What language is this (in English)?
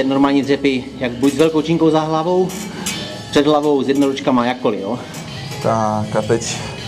Czech